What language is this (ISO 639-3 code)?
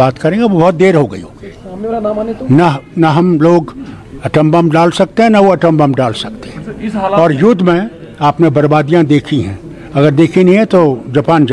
hin